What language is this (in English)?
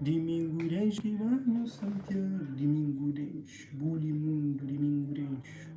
Kabuverdianu